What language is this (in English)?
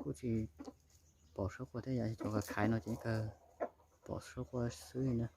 Hmong